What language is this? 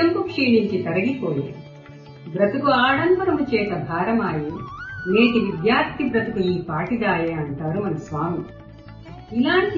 Telugu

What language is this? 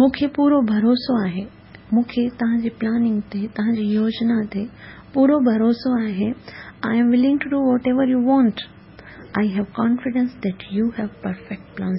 Sindhi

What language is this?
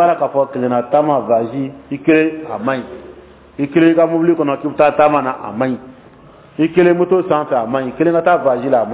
Dyula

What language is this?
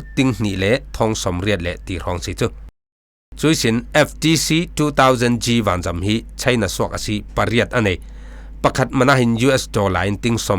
Falam Chin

